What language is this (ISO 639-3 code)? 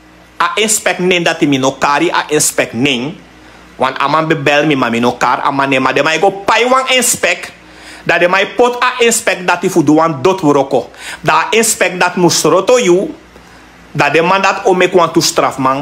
srn